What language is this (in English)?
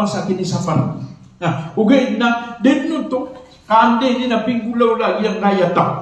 Maranao